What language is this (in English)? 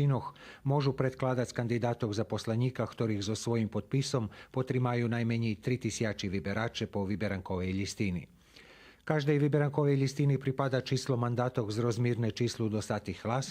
Rusyn